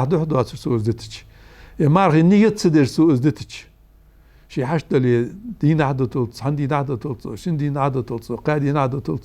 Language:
Ingush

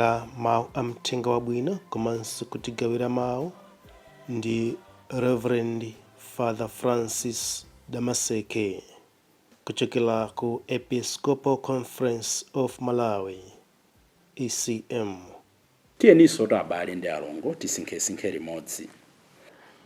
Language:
Nyanja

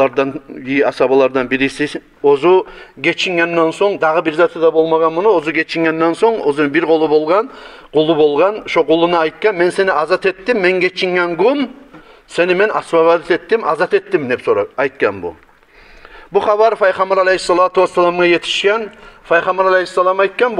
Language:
Kumyk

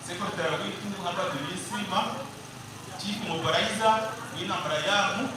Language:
Nyankole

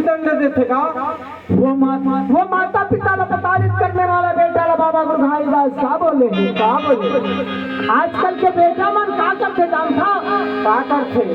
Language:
Chhattisgarhi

